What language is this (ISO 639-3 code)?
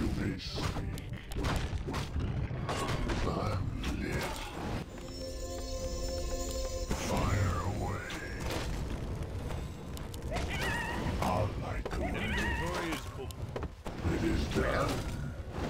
eng